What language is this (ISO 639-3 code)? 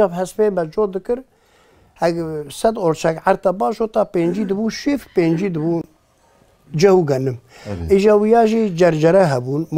kur